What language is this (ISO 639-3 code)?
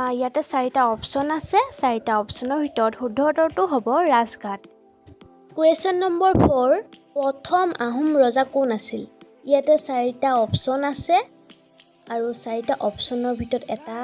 asm